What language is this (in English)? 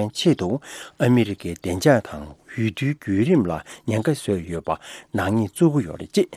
Tibetan